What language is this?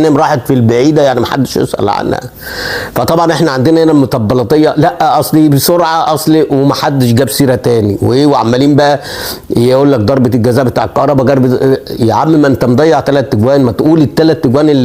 Egyptian Arabic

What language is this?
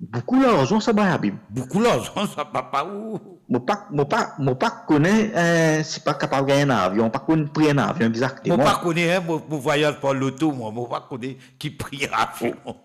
Morisyen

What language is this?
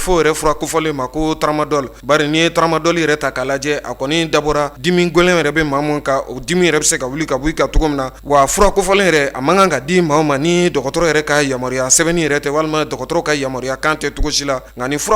Bambara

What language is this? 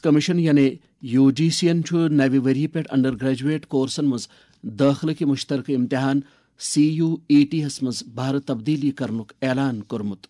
Kashmiri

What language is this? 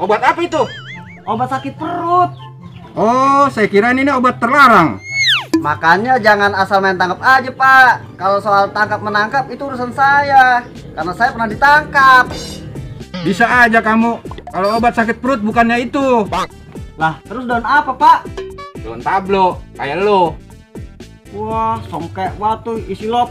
Betawi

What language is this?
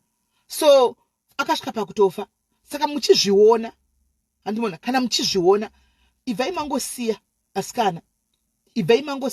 Shona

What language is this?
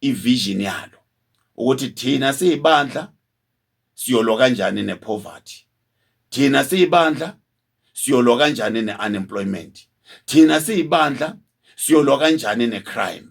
Zulu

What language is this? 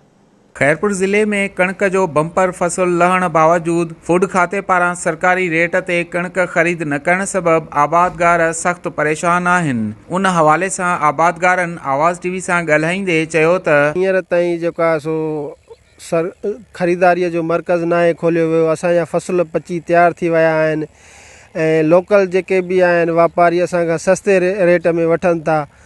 Sindhi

